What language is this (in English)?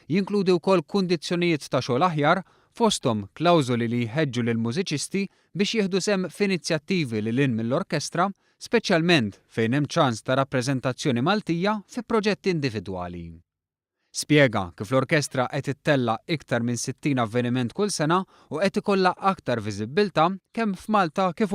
Maltese